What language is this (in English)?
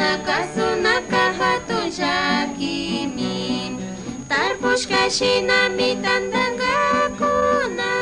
Chimborazo Highland Quichua